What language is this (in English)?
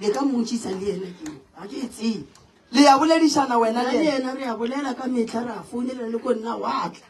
Northern Sotho